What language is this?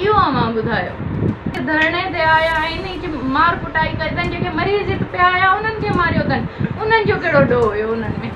Sindhi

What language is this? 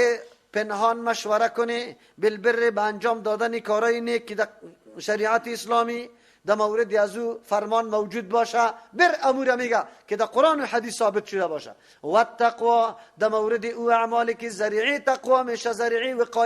Persian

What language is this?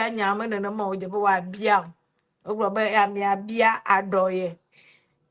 Ewe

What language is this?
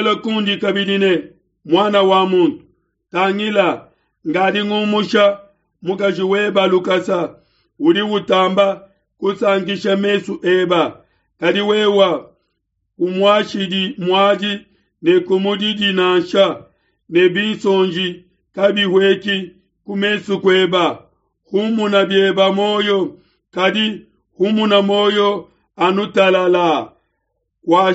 Luba-Lulua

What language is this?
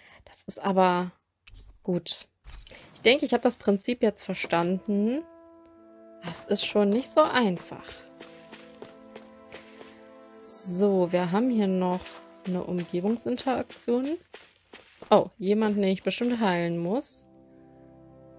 German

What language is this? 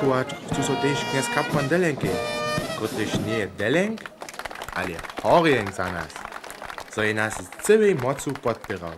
Upper Sorbian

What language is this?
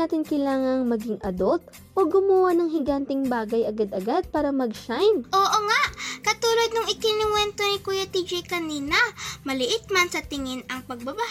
Filipino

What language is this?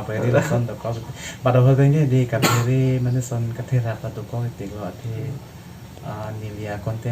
Karbi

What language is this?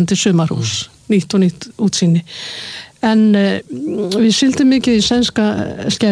Icelandic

